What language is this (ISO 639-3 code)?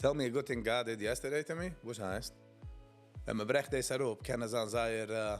yid